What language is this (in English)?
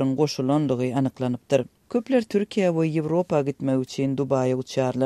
Turkmen